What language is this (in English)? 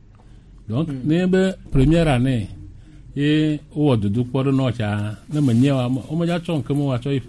Gen